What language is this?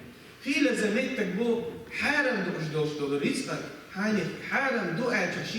Chechen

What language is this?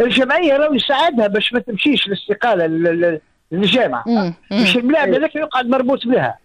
Tunisian Arabic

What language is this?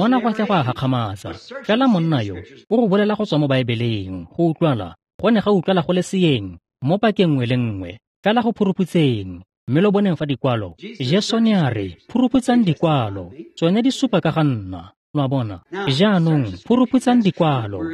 Tswana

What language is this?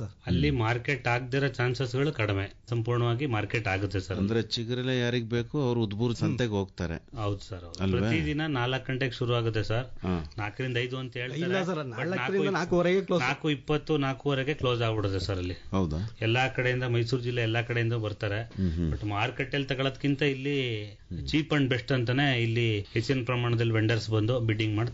Kannada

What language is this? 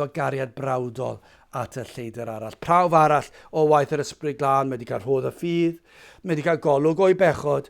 Welsh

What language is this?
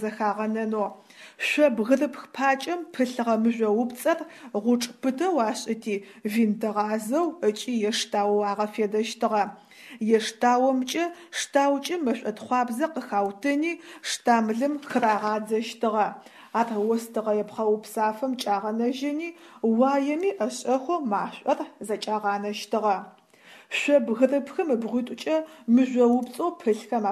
Adyghe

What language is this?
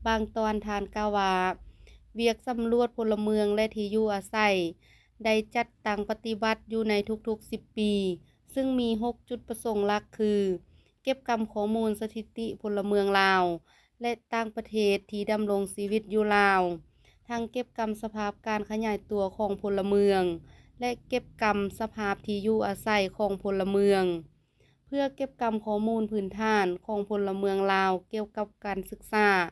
Lao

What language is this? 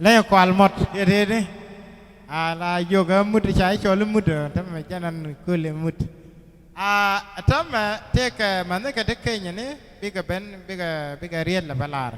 Nuer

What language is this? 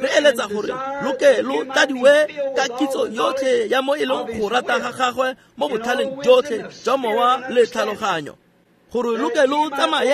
Tswana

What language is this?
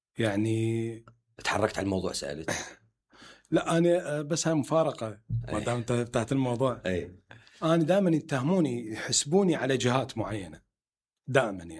Mesopotamian Arabic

